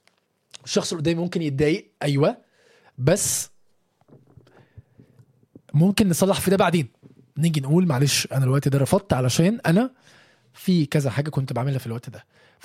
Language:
Egyptian Arabic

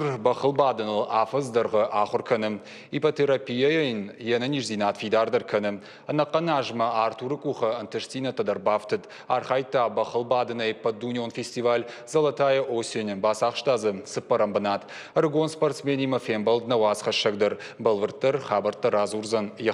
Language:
Ossetic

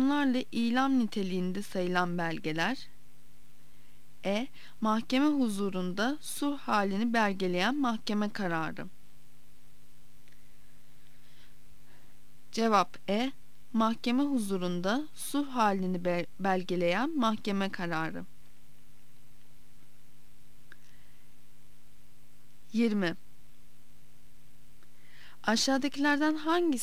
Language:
Turkish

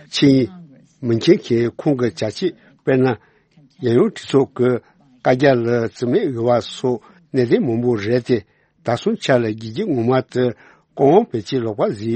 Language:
Tibetan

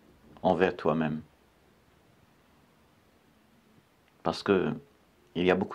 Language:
French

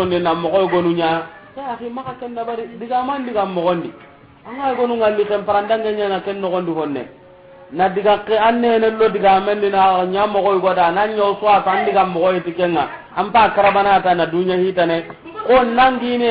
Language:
Soninke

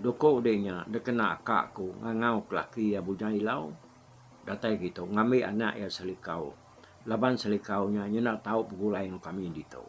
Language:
Iban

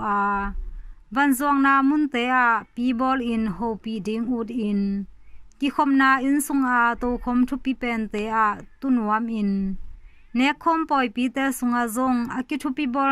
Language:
Tedim Chin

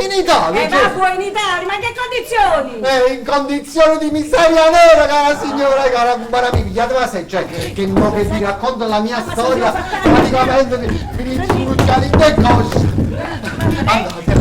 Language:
Neapolitan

